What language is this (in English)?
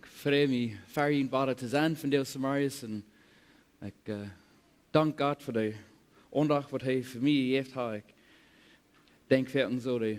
Plautdietsch